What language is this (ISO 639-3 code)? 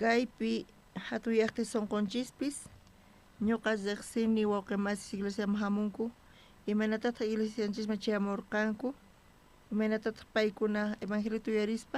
quh